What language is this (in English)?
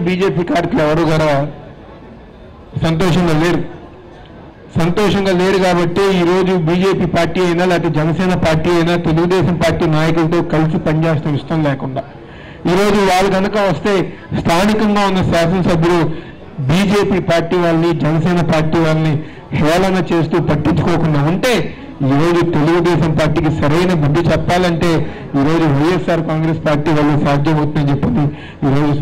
Telugu